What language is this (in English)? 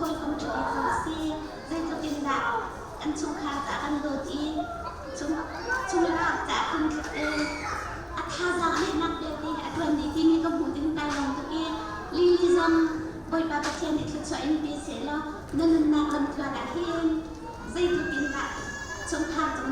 Hakha Chin